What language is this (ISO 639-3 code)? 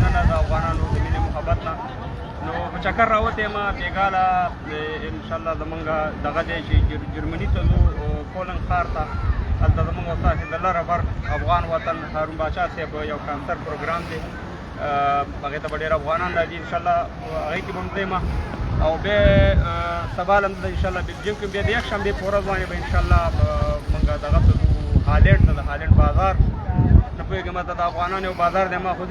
pus